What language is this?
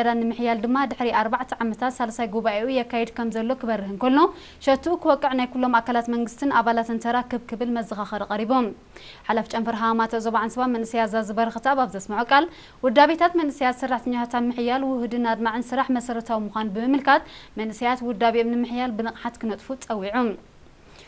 Tigrinya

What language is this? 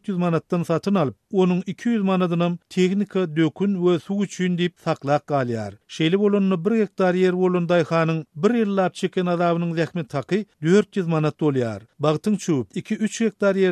Turkmen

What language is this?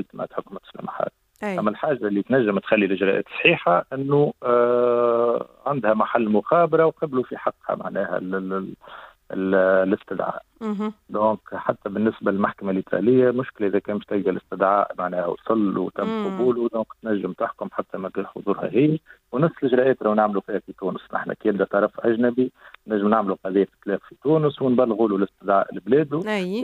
Tunisian Arabic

